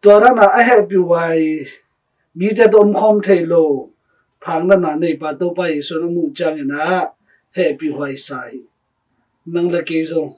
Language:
Tedim Chin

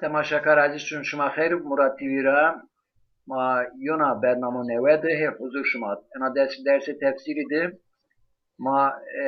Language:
Zaza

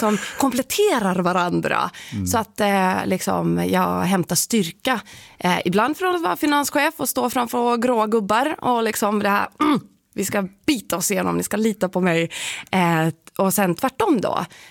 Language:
Swedish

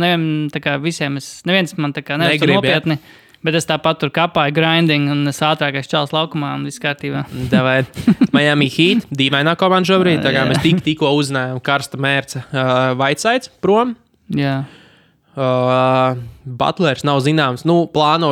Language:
Latvian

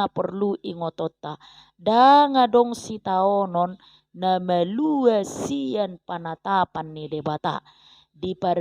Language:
Batak Toba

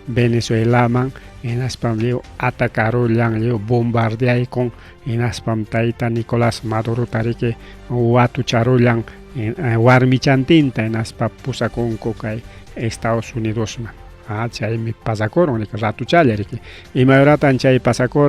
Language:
Ayacucho Quechua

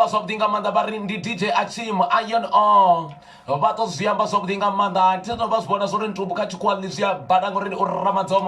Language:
Venda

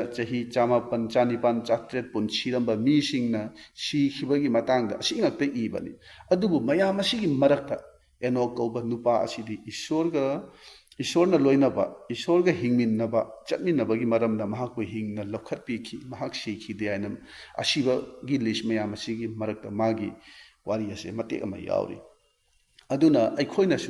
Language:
Manipuri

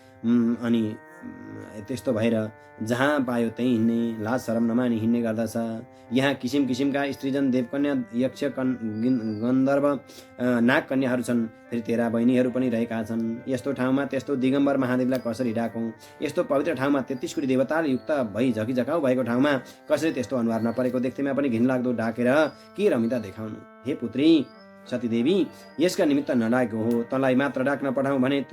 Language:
Nepali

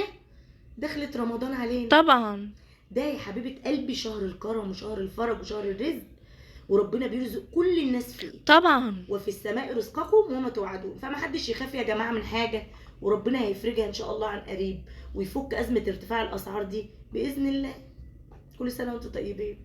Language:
Egyptian Arabic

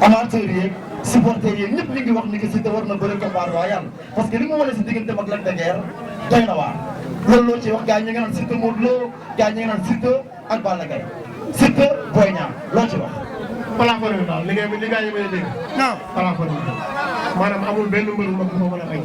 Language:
Wolof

